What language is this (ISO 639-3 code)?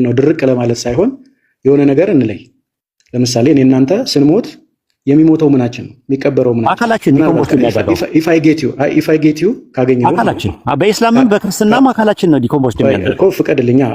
amh